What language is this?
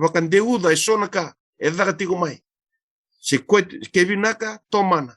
Fijian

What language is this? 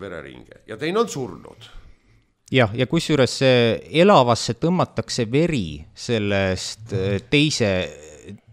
Estonian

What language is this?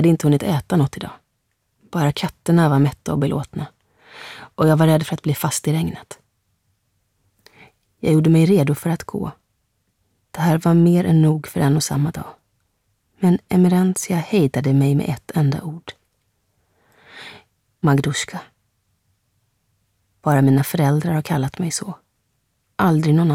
Swedish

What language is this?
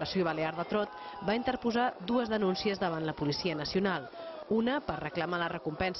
Catalan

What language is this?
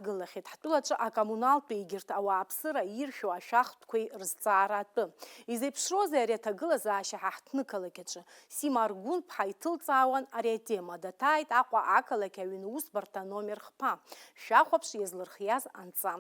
Abkhazian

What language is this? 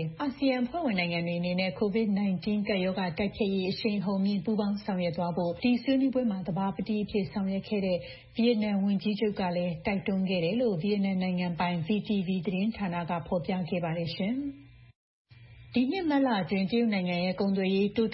Burmese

